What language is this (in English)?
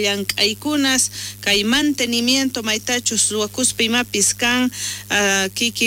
South Bolivian Quechua